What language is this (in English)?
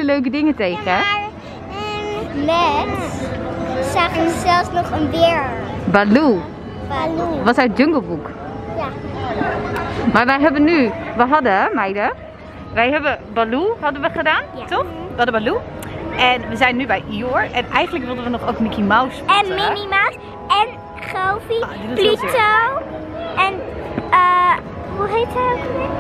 Dutch